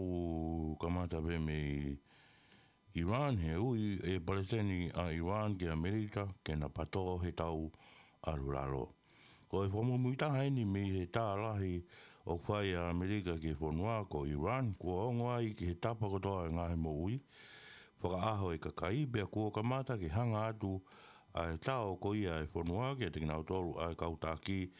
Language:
Tongan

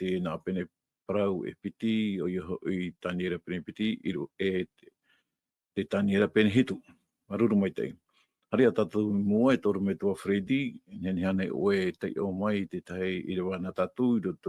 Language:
Tahitian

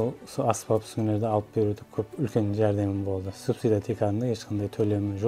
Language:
Kara-Kalpak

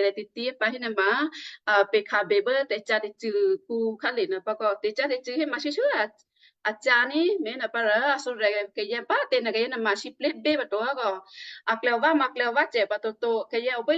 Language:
Western Kayah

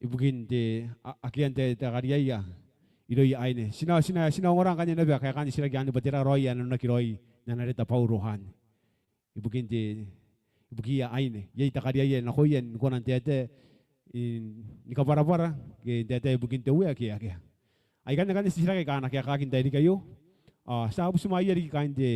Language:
Gilbertese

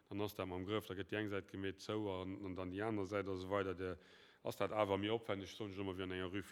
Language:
Luxembourgish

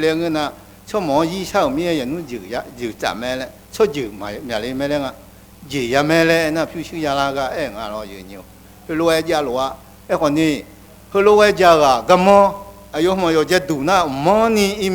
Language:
Akha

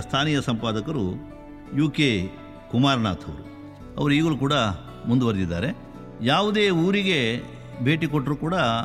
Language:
Kannada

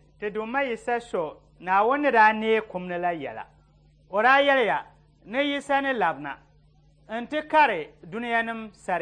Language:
Dagbani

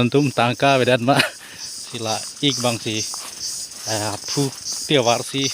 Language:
Karbi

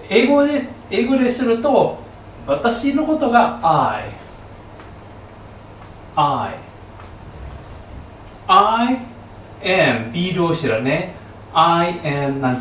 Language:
Japanese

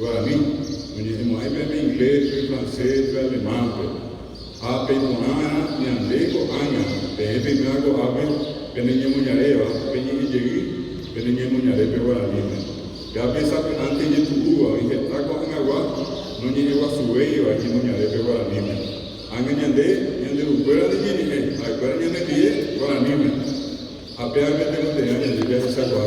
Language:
Guarani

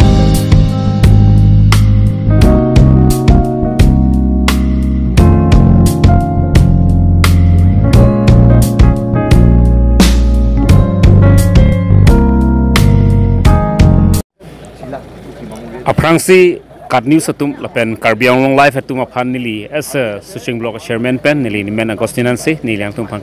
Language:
Karbi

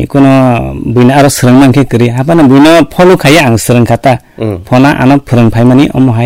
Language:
Kok Borok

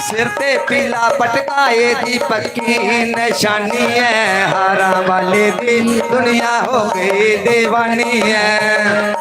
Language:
Dogri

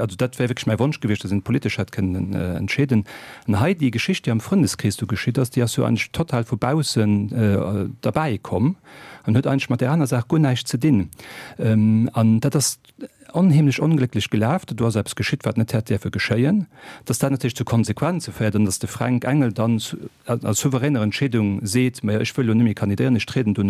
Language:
Luxembourgish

